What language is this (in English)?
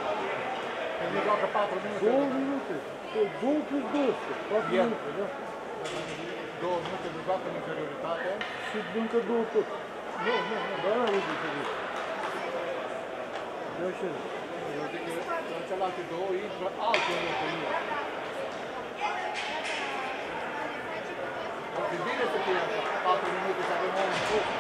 Romanian